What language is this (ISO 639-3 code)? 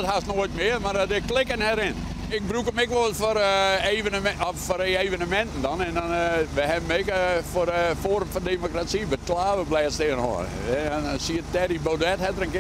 fry